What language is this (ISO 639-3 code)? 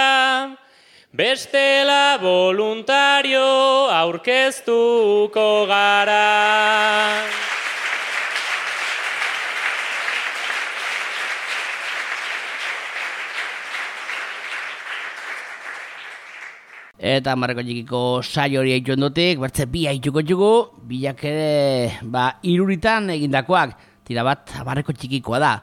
eus